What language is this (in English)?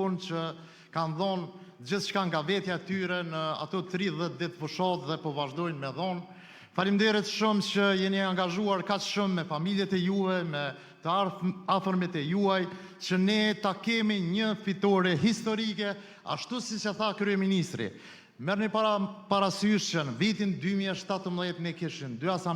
Albanian